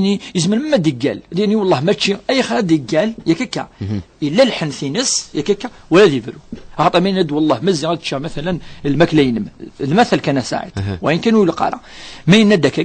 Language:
Kabyle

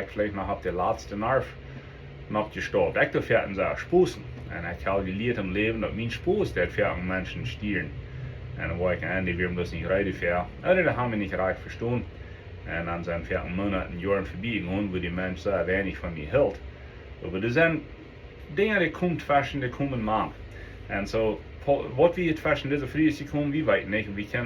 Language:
Plautdietsch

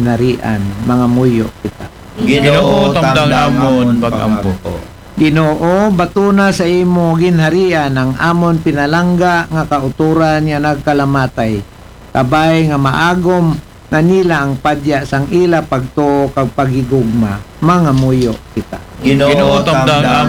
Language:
Aklanon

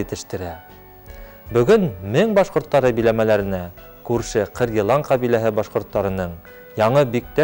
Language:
Bashkir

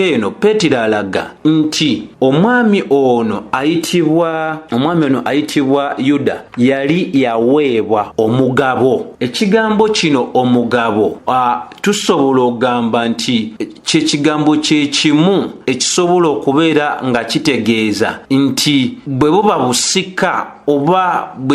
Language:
Ganda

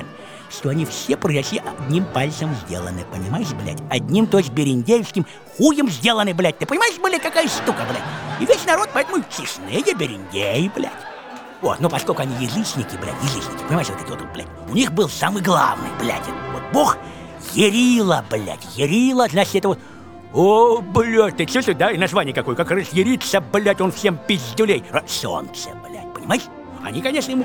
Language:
Russian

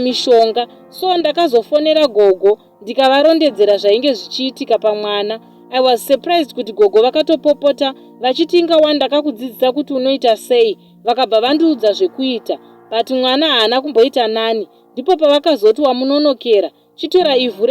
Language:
Shona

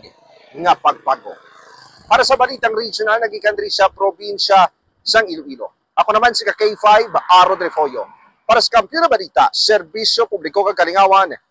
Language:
Hiligaynon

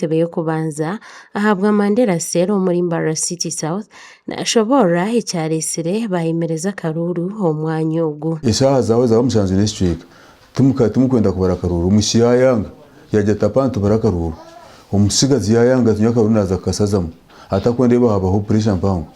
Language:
Nyankole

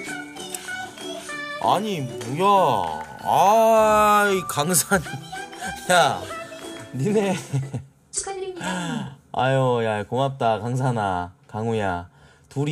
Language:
Korean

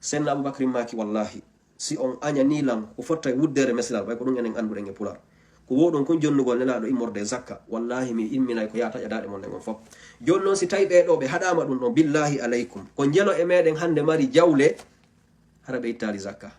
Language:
Fula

